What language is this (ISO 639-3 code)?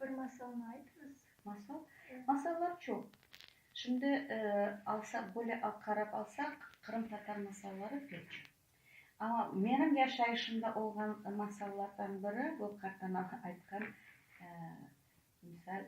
crh